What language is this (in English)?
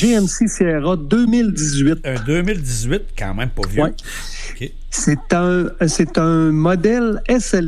French